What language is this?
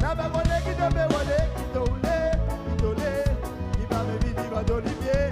Seselwa Creole French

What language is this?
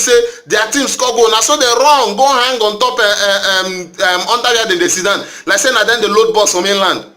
Nigerian Pidgin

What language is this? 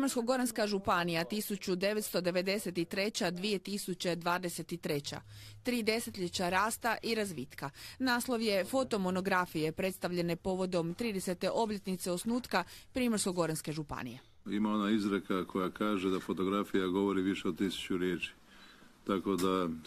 Croatian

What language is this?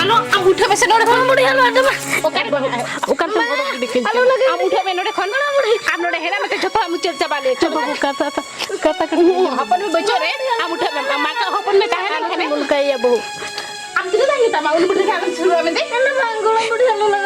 Santali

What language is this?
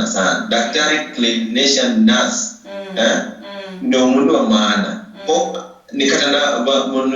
Luyia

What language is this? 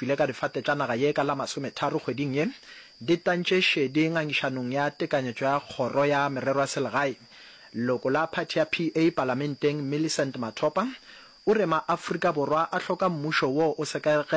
Northern Sotho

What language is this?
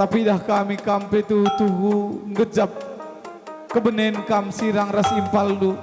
Batak Karo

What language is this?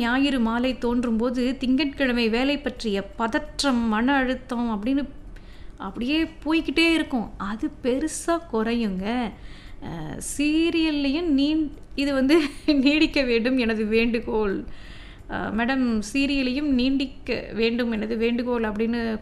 Tamil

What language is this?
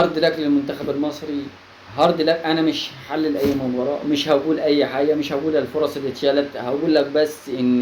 Egyptian Arabic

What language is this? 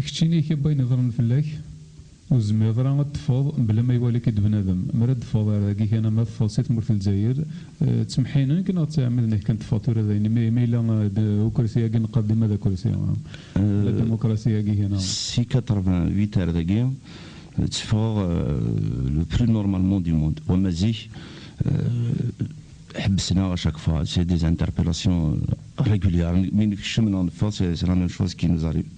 Kabyle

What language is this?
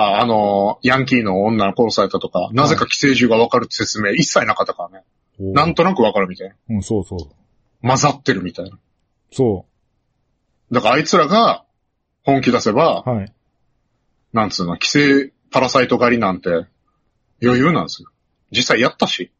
Japanese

